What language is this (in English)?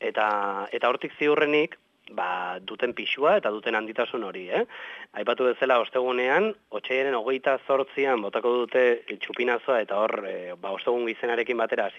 Basque